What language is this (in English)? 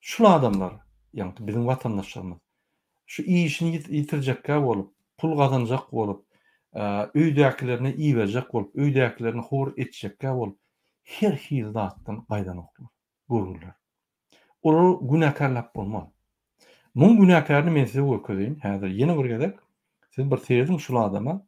Turkmen